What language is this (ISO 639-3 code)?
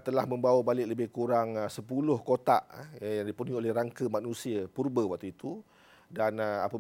msa